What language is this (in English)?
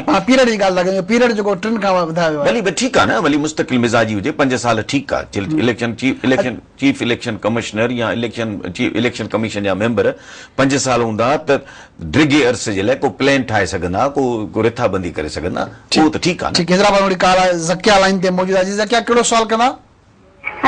Sindhi